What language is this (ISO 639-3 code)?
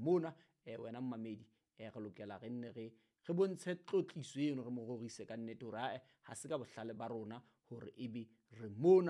sot